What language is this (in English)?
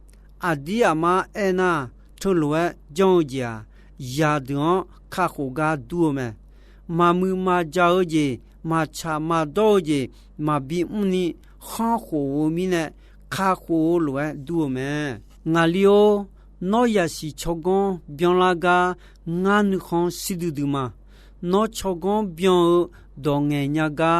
Akha